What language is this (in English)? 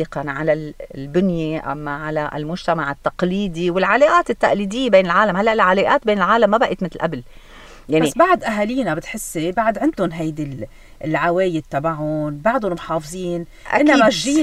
North Levantine Arabic